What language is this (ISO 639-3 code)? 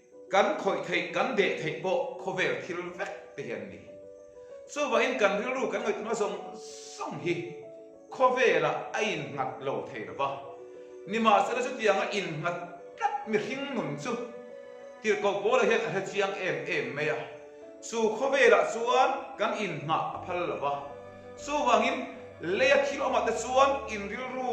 lus